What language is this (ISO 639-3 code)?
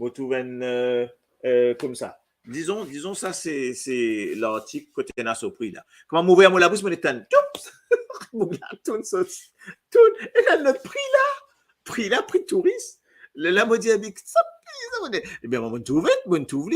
mfe